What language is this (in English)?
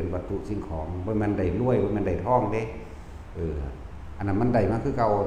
Northeastern Thai